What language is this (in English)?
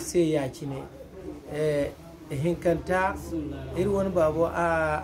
Zarma